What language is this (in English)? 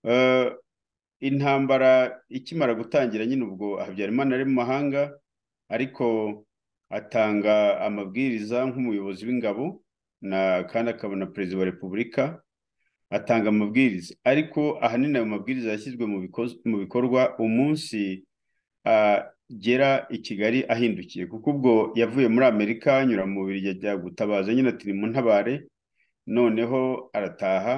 Kinyarwanda